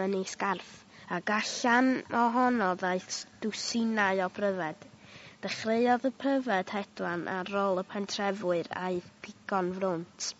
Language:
Welsh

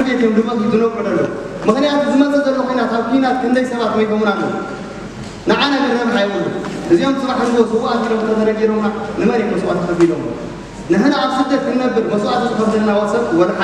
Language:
Tigrinya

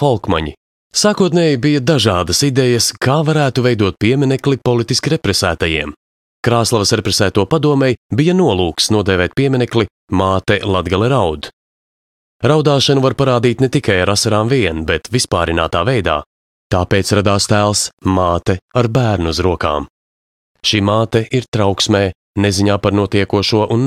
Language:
Latvian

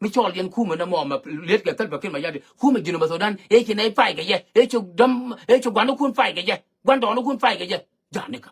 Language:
Nuer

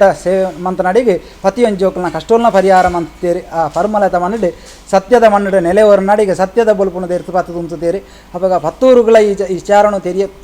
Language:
Tulu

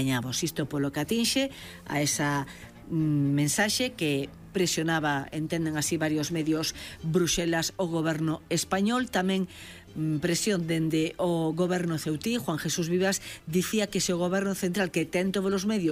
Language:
Galician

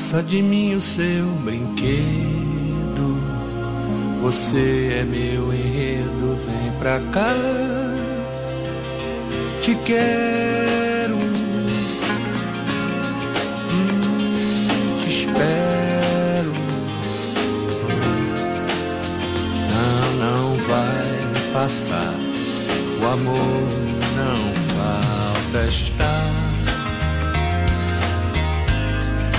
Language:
Portuguese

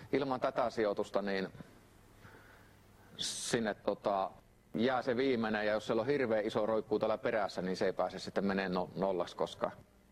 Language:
Finnish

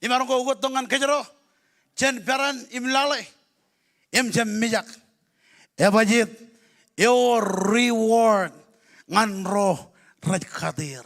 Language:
Marshallese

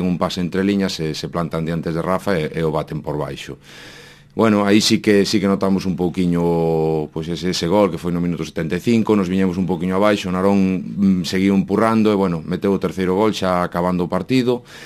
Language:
Galician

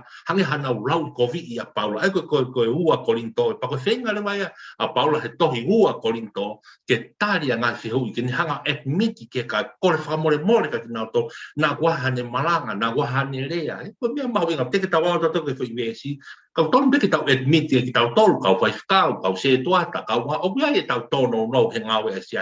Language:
Tongan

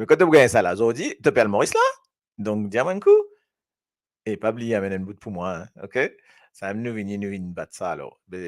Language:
Morisyen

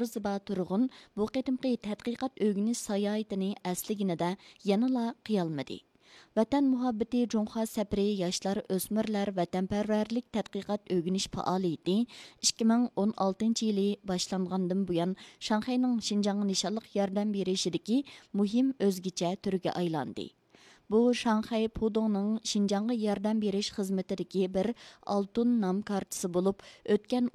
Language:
Uyghur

